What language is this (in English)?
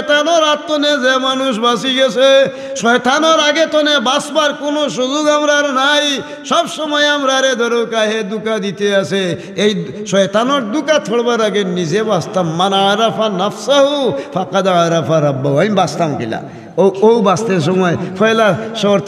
Sylheti